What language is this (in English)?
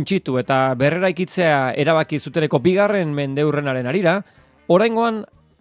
Basque